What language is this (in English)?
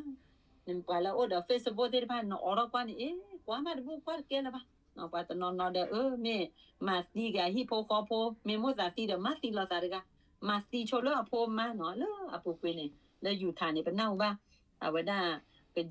S'gaw Karen